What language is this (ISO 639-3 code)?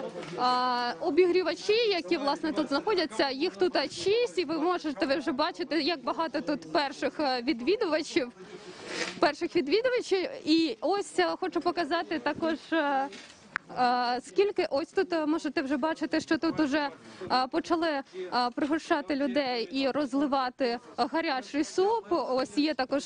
ukr